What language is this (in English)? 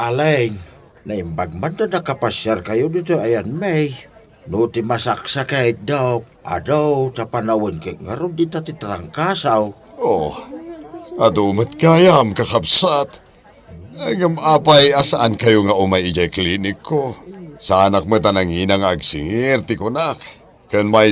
Iloko